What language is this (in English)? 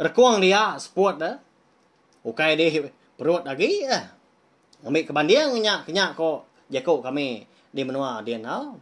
Iban